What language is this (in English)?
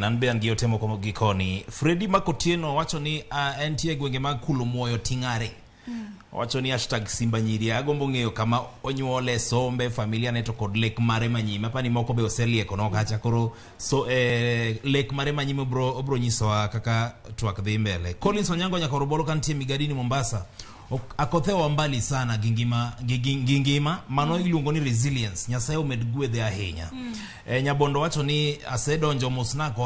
Luo (Kenya and Tanzania)